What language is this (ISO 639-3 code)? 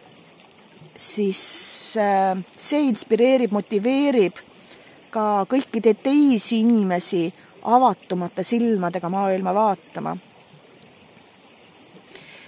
est